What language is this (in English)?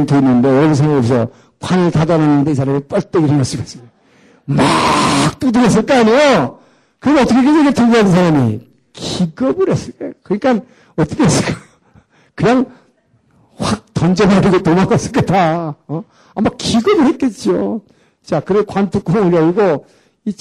Korean